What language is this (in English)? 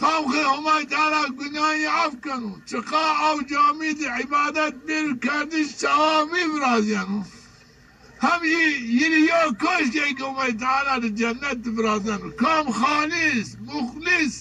Zaza